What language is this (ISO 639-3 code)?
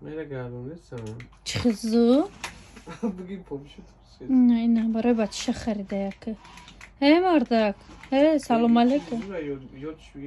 tgk